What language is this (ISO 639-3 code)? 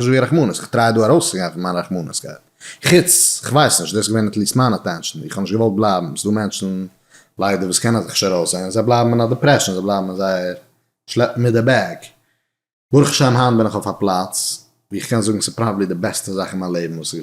yid